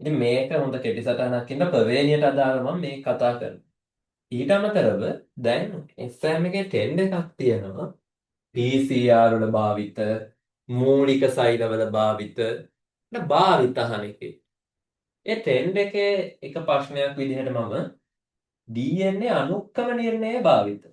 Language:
Sinhala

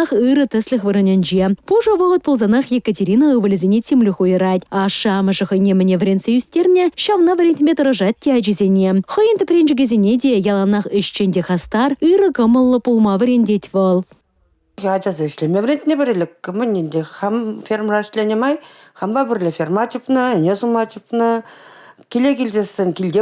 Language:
Chuvash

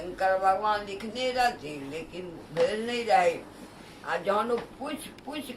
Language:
Maithili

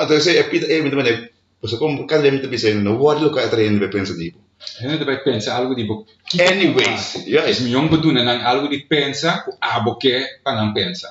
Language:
Papiamento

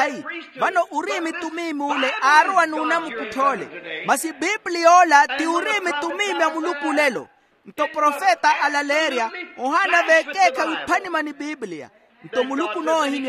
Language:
Makhuwa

